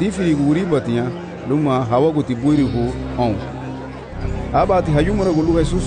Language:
Garifuna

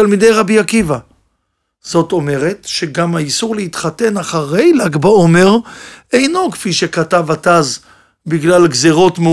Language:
Hebrew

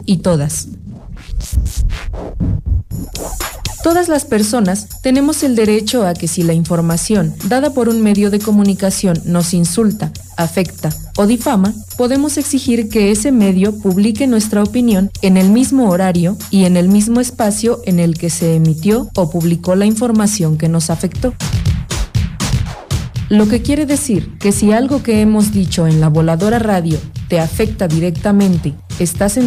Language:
Spanish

